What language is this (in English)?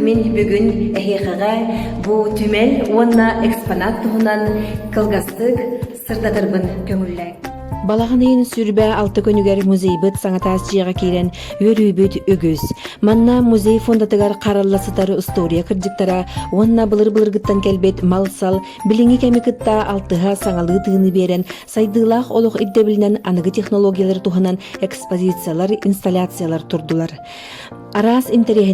Yakut